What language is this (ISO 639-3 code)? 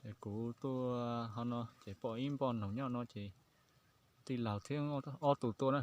hmn